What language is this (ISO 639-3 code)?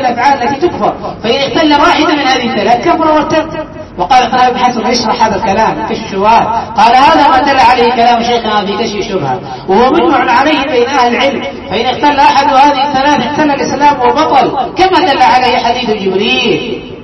ara